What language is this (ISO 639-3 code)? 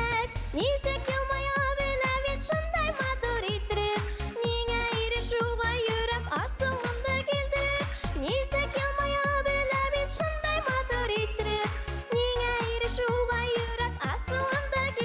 bak